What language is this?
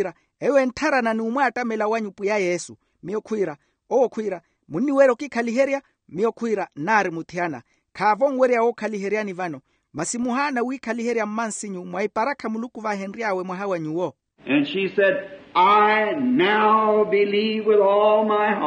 Makhuwa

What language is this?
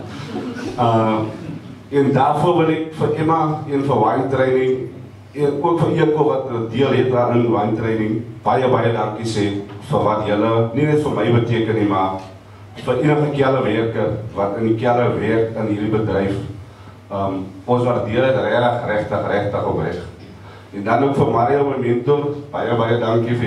Afrikaans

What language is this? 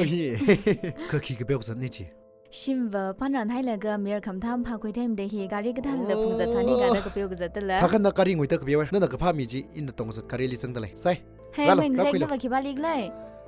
Tangkhul Naga (India)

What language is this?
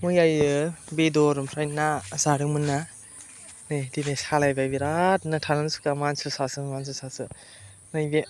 Bodo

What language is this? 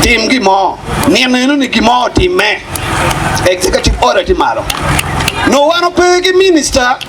Acoli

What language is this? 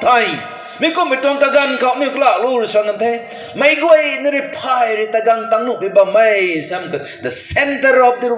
Rongmei Naga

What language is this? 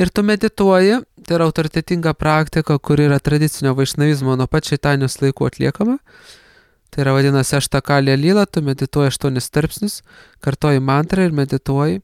Lithuanian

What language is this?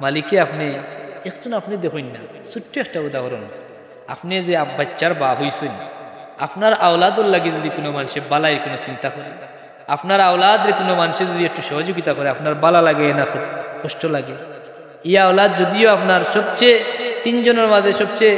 Sylheti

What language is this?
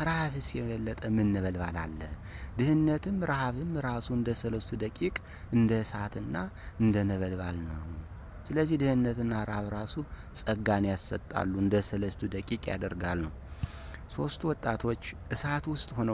Amharic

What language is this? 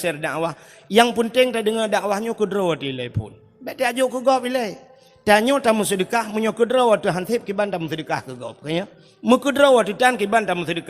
Achinese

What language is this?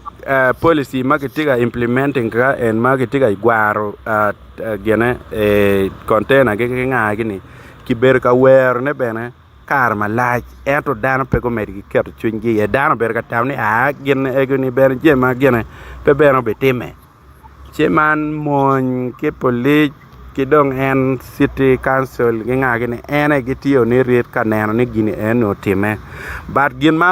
Acoli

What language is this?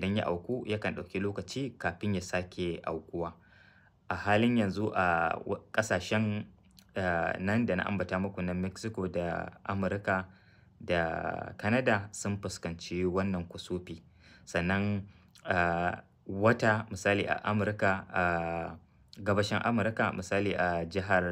Hausa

